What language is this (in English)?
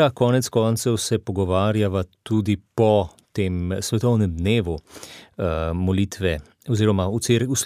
Slovenian